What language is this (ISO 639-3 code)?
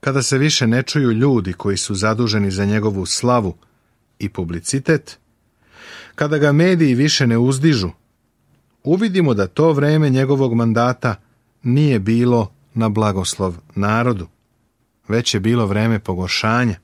srp